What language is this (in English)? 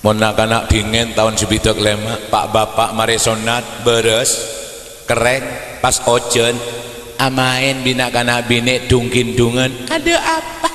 Madurese